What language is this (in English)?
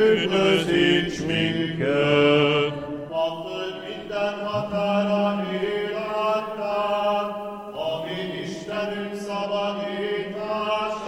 Hungarian